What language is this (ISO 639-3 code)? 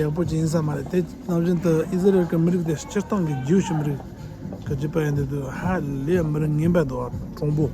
bod